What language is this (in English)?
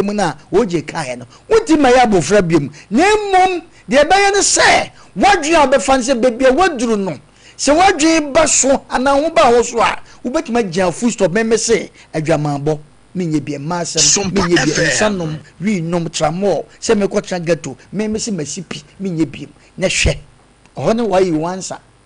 Akan